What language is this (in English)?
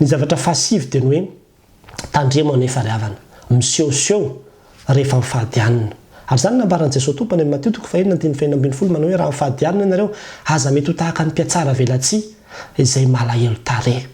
Malagasy